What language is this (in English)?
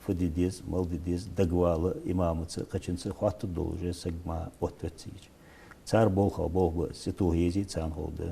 Ingush